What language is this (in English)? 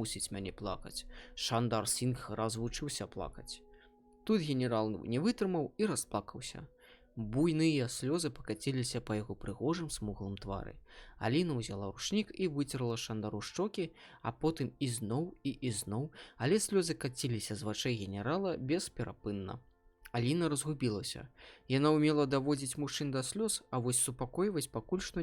Belarusian